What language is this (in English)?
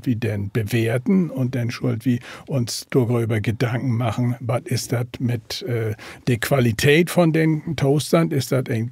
Low German